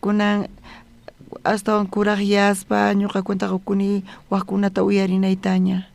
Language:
South Bolivian Quechua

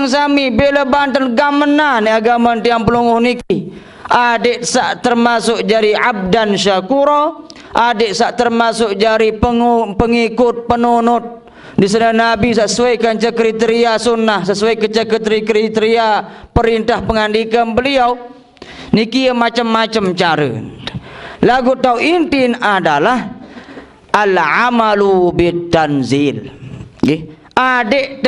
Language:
Sasak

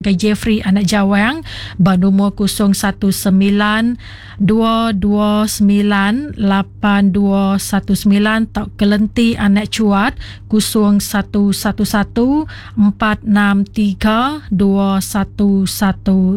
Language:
Iban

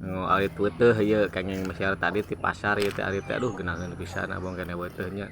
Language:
Sundanese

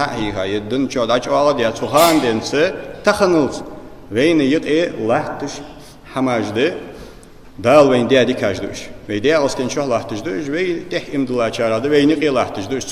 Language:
Ingush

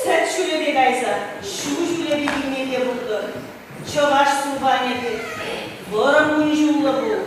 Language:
Chuvash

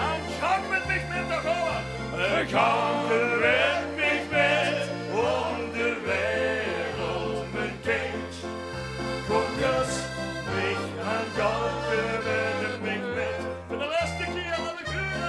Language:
Limburgish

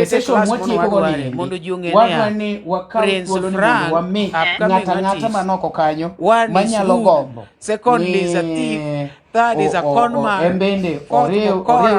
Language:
Luo (Kenya and Tanzania)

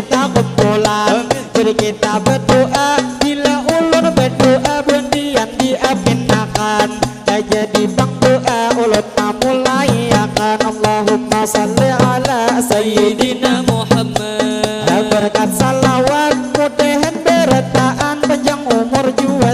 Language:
Banjar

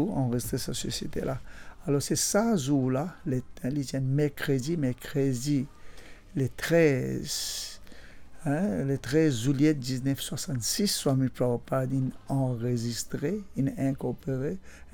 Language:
Morisyen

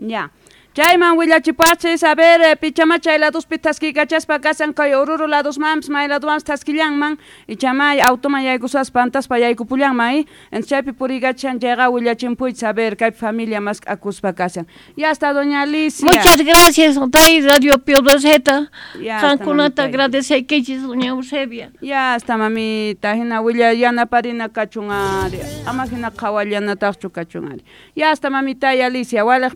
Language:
Quechua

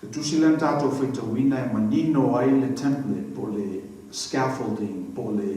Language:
Samoan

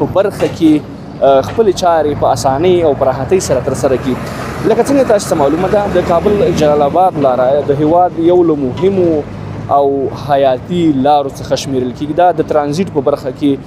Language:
Pashto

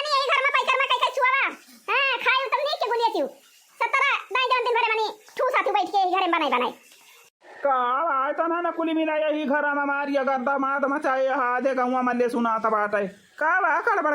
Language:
Awadhi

